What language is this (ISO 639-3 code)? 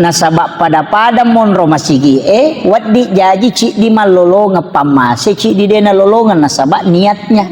bug